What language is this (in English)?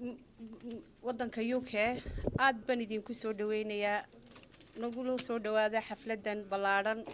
Somali